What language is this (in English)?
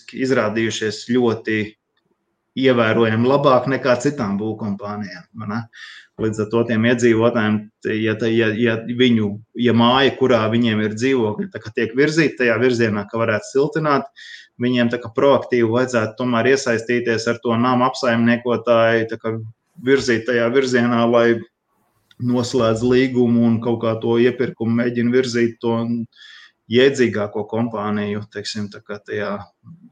Latvian